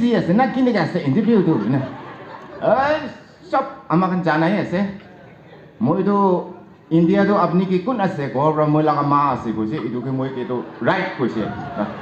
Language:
Naga Pidgin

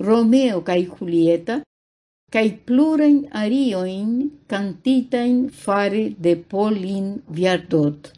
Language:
Esperanto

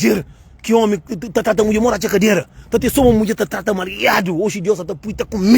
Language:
Kabuverdianu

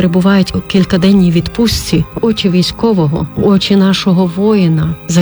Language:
Ukrainian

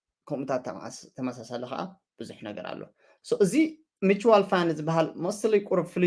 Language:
Tigrinya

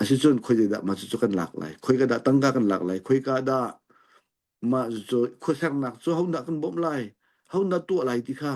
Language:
Hakha Chin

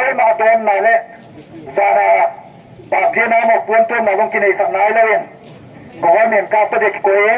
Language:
Paite Chin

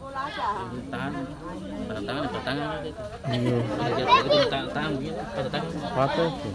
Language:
Ambonese Malay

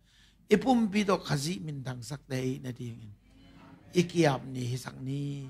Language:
Tedim Chin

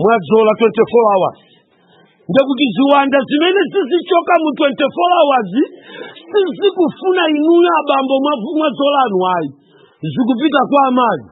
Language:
Nyanja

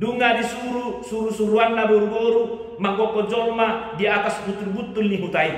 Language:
Batak Toba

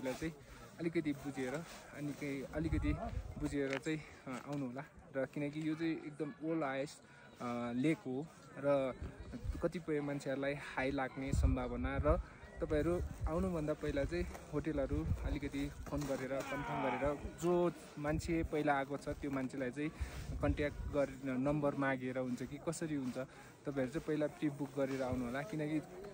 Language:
Nepali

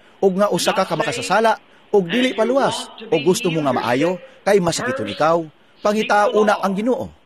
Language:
Cebuano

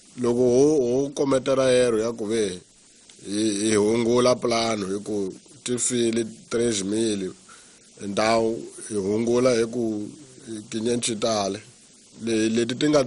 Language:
Tsonga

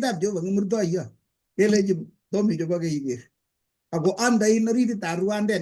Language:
Kalenjin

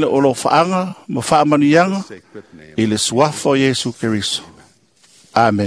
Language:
Samoan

